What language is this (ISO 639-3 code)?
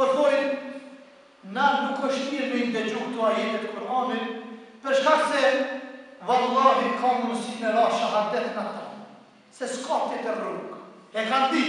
sqi